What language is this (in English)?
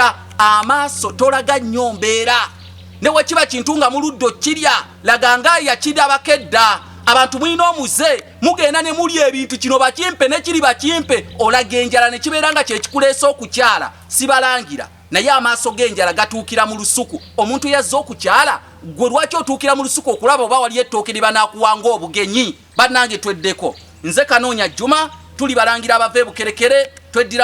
Ganda